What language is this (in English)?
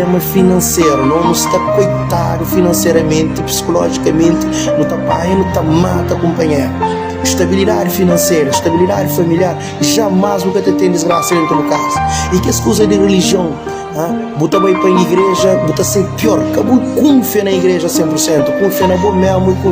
Kabuverdianu